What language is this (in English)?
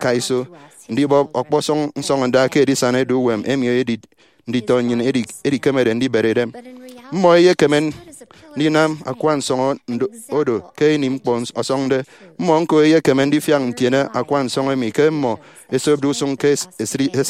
Efik